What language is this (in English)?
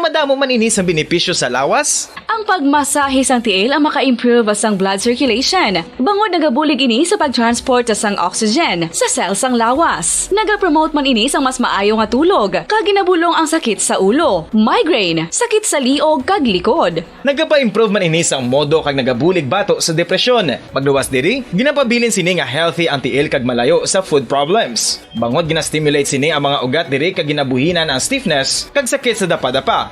Hiligaynon